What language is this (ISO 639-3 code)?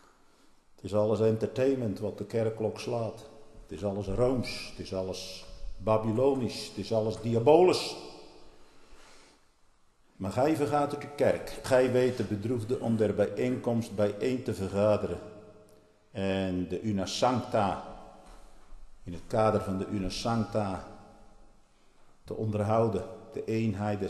nld